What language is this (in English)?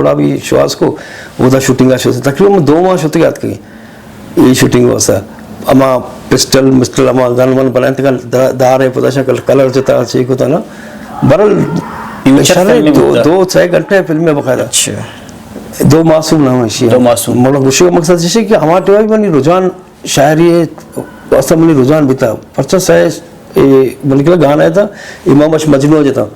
Eastern Balochi